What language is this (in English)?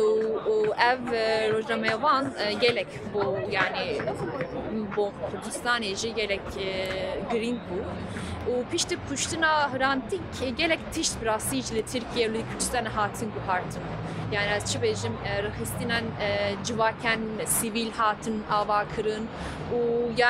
Kurdish